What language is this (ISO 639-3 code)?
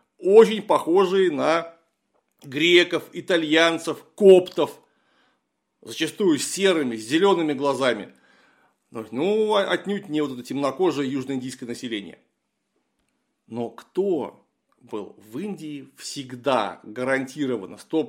rus